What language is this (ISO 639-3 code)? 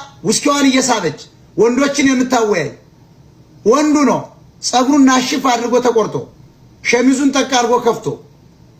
amh